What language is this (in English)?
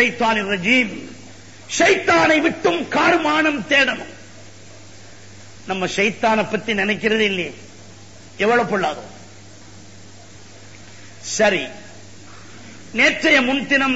Tamil